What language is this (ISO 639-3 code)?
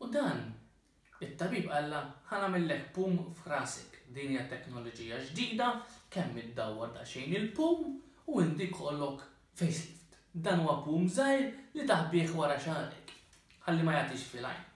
mlt